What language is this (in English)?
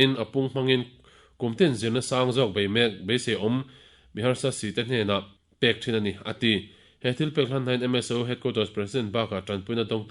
Mizo